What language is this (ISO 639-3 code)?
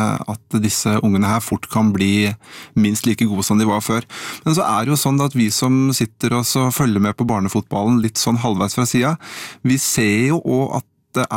nor